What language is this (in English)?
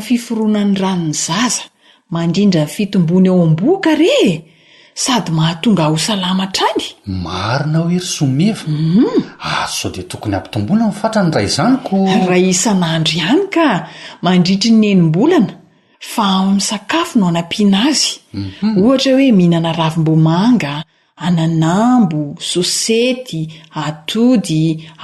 Malagasy